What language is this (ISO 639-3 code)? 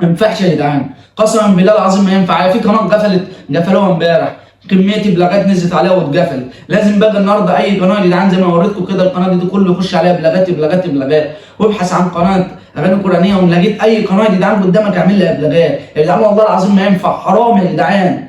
arz